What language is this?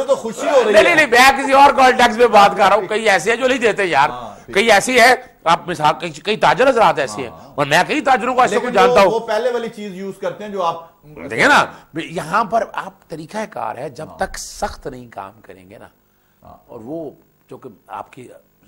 Urdu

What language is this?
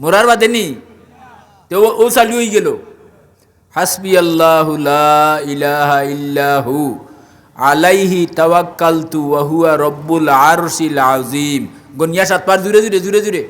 Sylheti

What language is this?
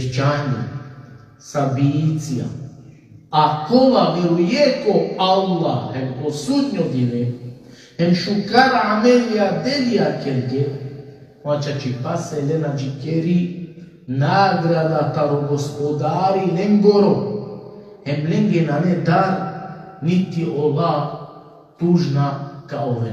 Balkan Romani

